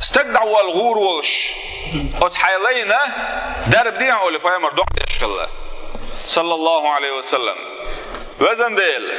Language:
Chechen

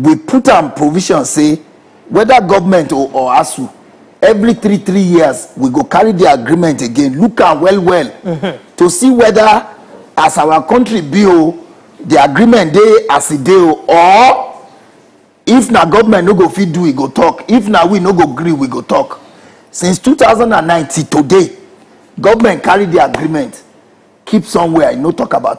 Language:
Nigerian Pidgin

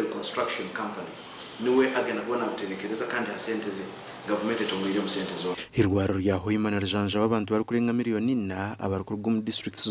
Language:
Nyankole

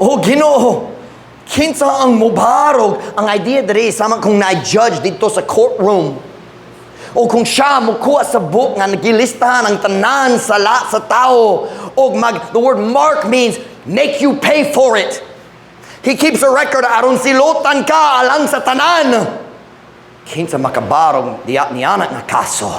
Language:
Cebuano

